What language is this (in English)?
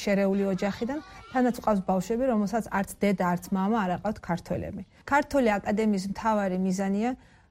Georgian